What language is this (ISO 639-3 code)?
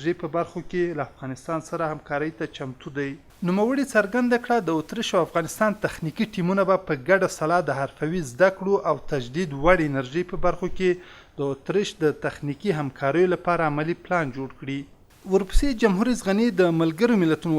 pus